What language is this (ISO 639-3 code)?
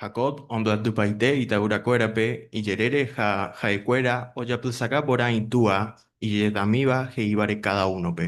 grn